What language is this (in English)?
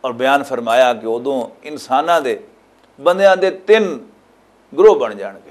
Western Panjabi